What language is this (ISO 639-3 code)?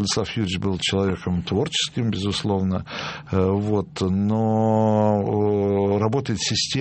rus